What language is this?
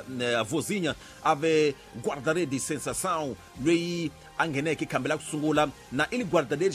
Tsonga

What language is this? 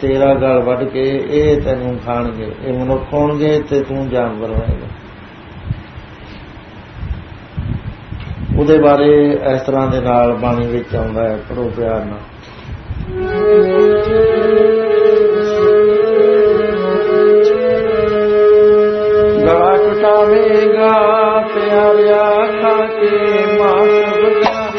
Punjabi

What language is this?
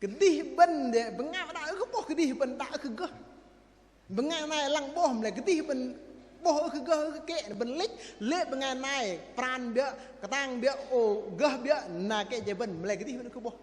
Bahnar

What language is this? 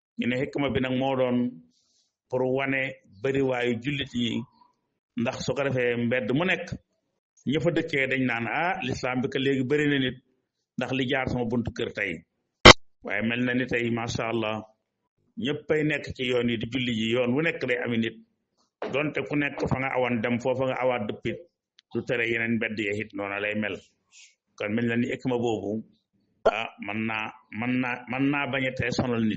Wolof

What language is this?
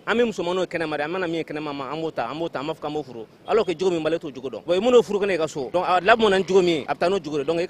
Bambara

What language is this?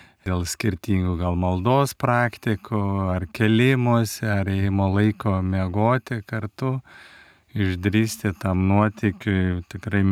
Lithuanian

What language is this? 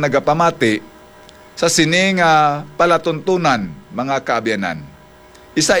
Hiligaynon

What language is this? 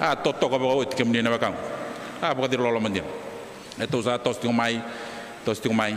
Fijian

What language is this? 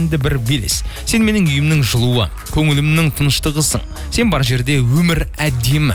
Kazakh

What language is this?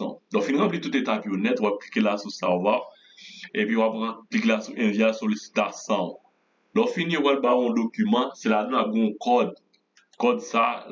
Haitian Creole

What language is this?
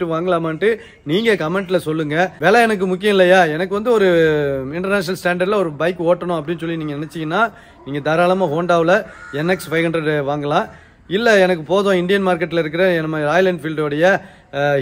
Tamil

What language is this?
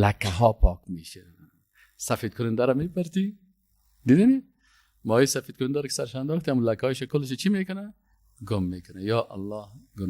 Persian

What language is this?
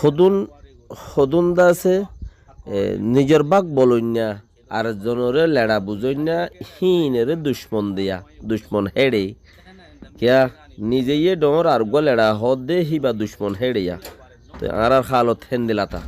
Rohingya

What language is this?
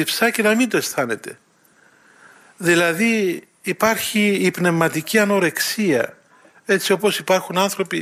Greek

